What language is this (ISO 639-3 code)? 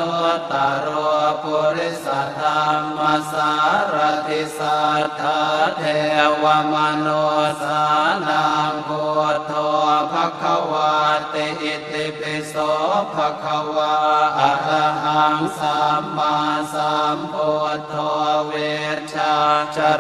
pli